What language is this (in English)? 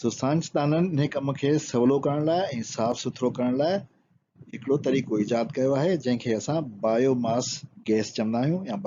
Sindhi